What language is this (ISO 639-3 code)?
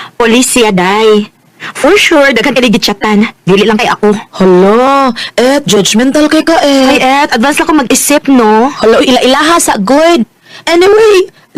ceb